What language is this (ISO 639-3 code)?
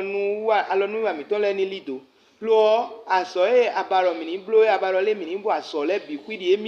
fon